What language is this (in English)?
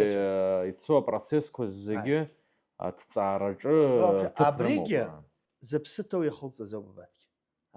Abkhazian